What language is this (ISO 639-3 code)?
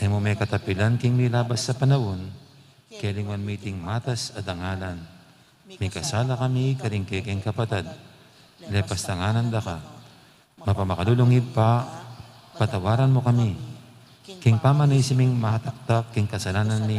pam